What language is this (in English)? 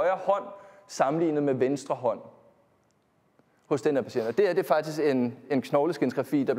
Danish